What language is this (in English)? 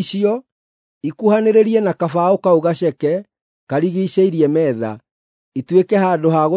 Kikuyu